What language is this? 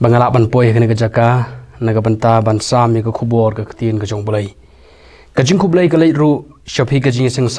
Khasi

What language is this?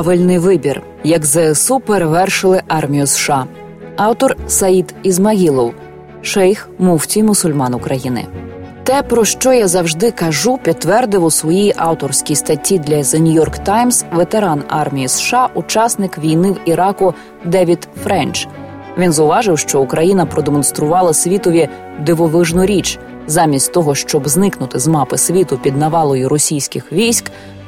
Ukrainian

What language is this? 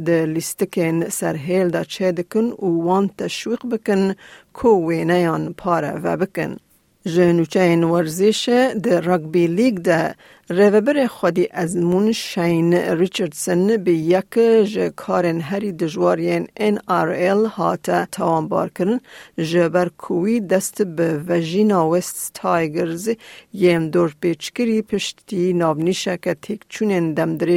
Kurdish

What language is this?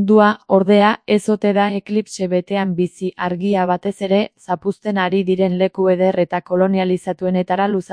Basque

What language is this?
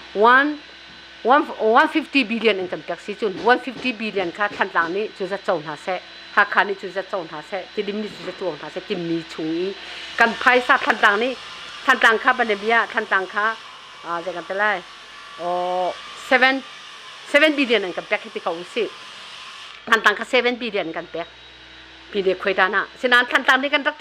Hakha Chin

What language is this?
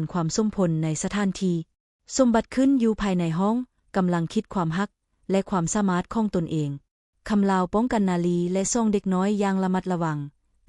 Lao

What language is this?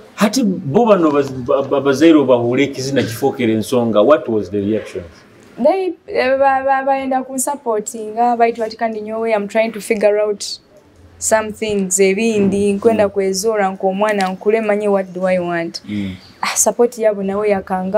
Nyoro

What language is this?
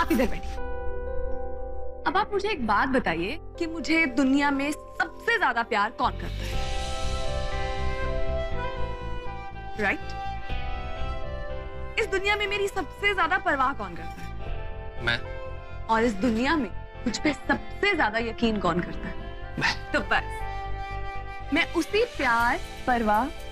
Hindi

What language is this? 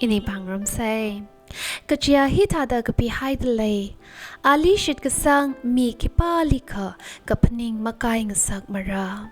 Tangkhul Naga (India)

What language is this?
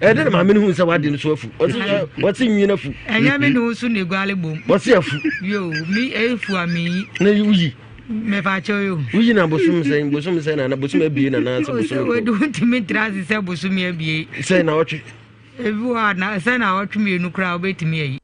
Akan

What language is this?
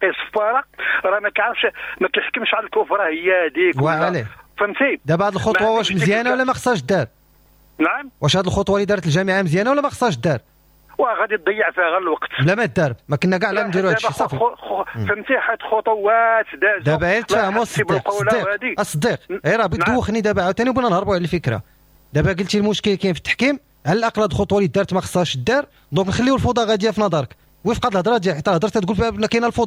Moroccan Arabic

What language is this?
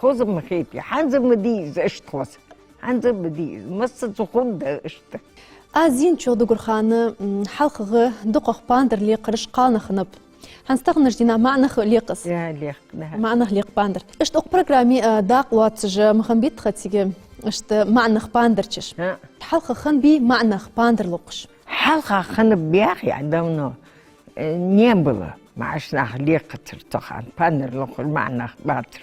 Ingush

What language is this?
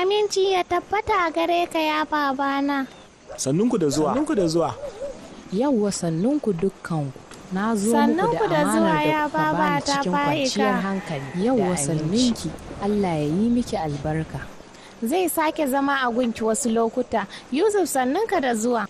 Hausa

